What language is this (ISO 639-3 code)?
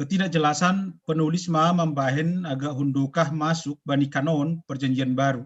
bts